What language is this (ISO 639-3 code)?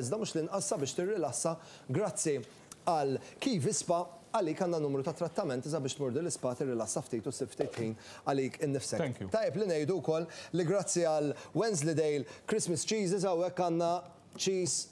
mlt